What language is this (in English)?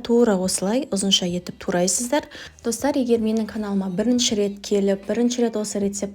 Kazakh